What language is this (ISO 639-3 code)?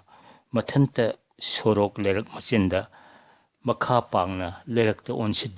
mni